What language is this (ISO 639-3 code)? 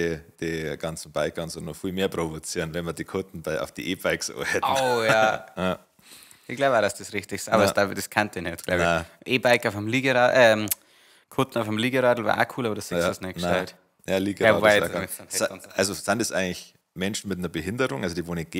bar